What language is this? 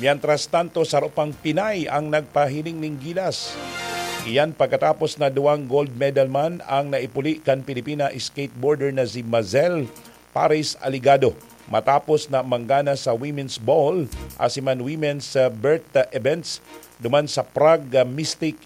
Bikol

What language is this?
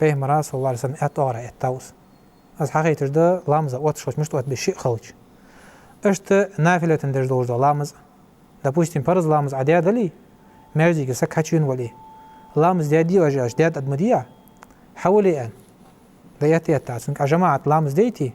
Ingush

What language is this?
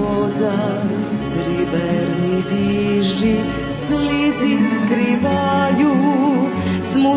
Rusyn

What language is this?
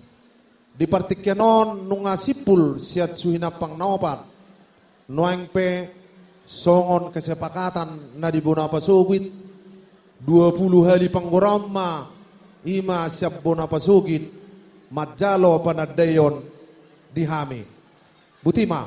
Batak Toba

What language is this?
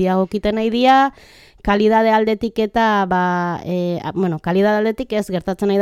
Basque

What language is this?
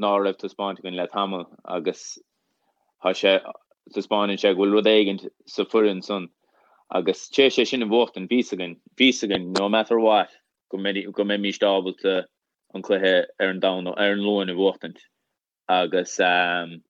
Irish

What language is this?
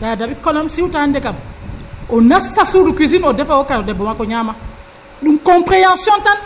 Nigerian Fulfulde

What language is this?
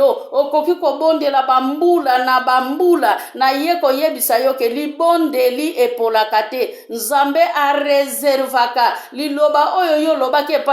Lingala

